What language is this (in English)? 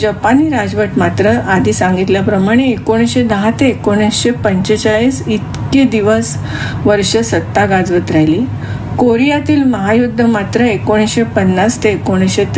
Marathi